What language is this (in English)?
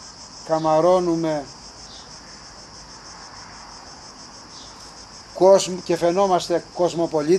Greek